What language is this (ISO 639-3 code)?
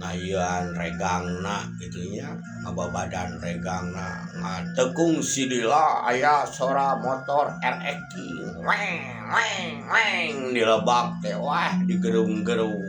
sun